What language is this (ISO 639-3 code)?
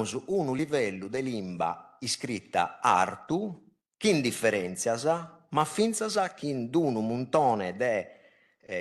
srd